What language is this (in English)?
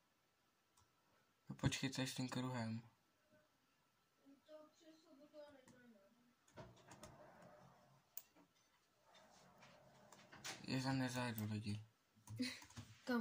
Czech